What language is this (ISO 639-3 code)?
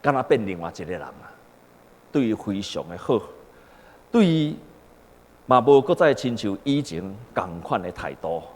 nan